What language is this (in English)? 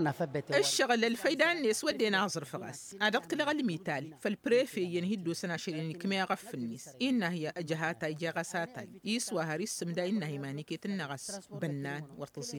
Tamasheq